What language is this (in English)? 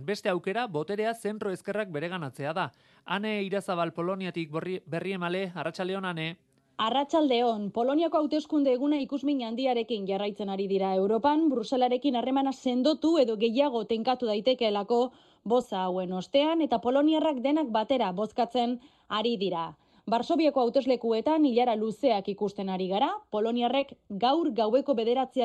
Basque